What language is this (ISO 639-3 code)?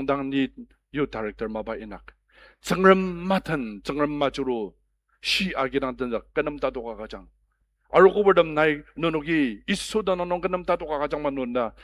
njo